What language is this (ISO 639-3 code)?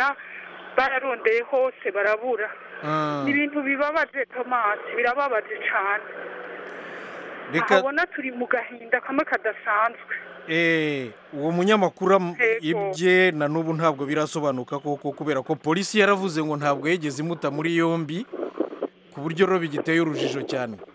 kin